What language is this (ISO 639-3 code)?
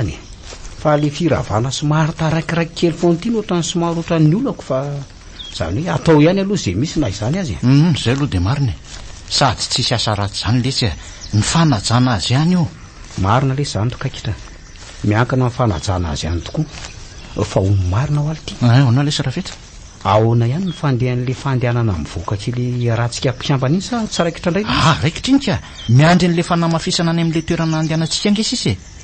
mlg